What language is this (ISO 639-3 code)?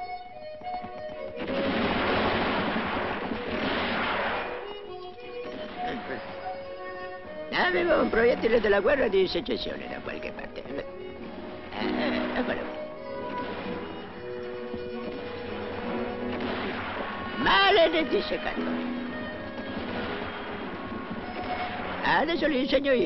ita